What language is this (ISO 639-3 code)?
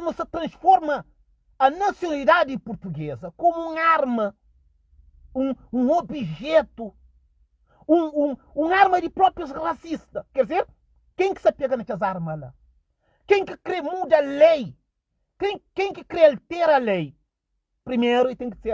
kea